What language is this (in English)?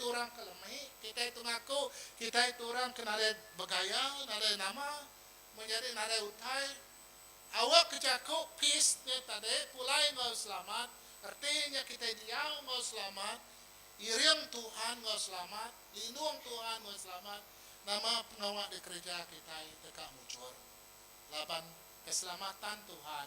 Iban